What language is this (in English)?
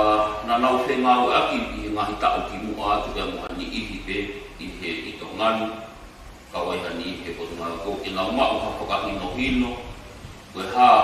Tongan